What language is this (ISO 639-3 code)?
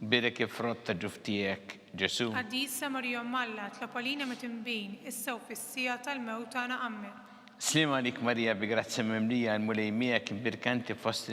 mlt